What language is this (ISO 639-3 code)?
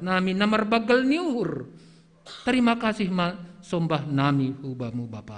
bts